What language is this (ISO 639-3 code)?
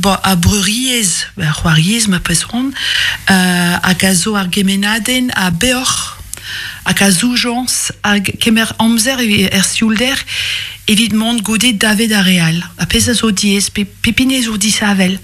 bre